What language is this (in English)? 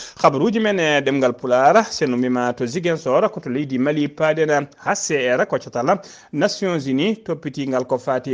Fula